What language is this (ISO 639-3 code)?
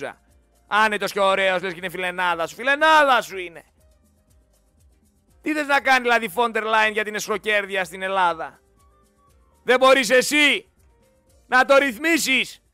ell